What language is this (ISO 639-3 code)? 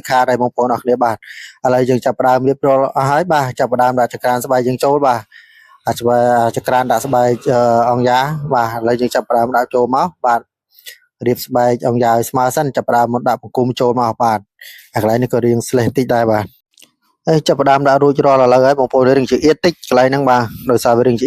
khm